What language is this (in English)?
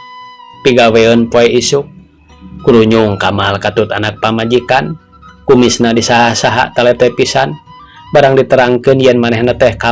Sundanese